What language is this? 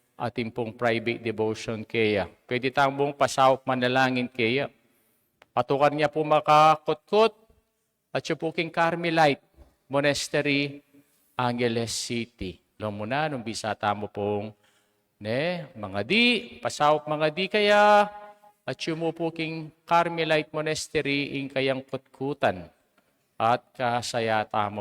Pampanga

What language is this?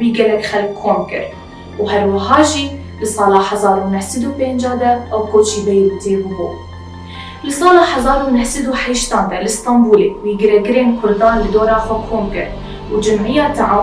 Kurdish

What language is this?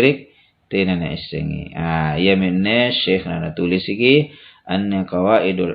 Makasar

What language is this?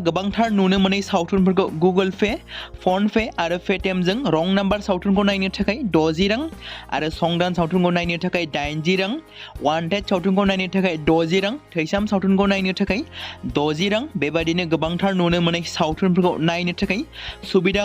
Bodo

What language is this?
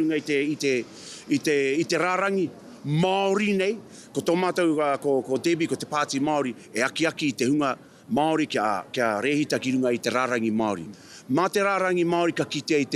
Māori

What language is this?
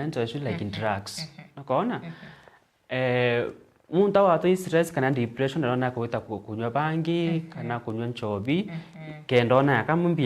Meru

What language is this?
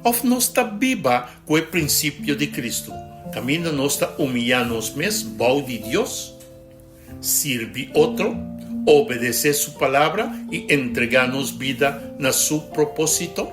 Papiamento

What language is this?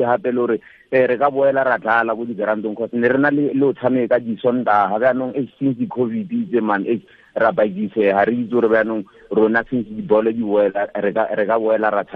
Tswana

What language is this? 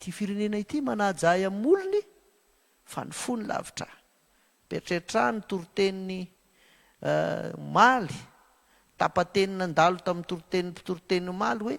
Malagasy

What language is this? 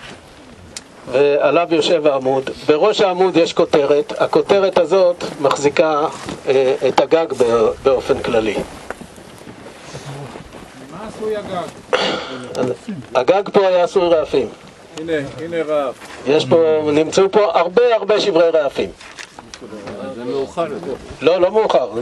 Hebrew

